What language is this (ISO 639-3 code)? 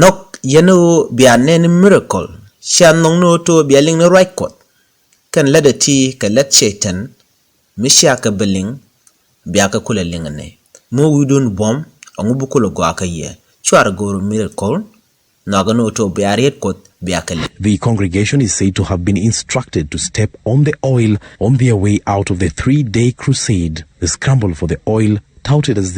nus